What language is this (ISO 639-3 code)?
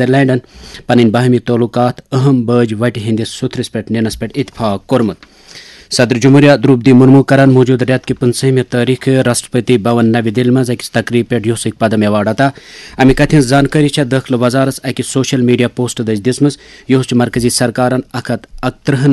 kas